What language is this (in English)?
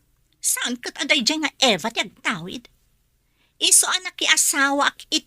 Iloko